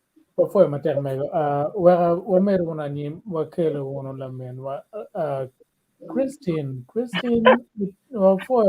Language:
Acoli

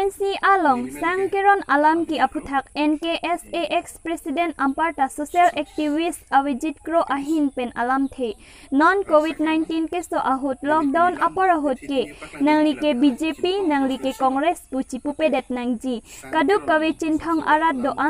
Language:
Karbi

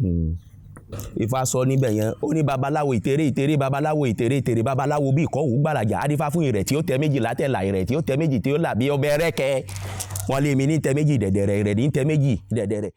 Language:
Yoruba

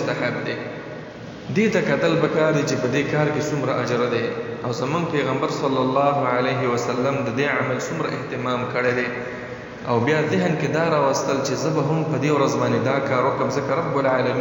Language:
Pashto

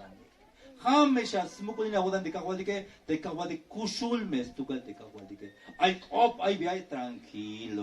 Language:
Tzeltal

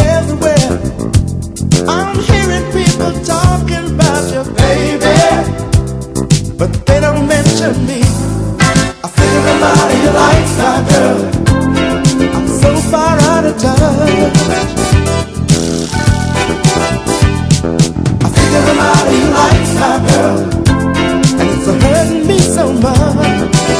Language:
English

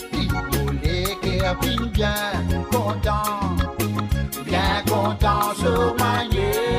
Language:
Morisyen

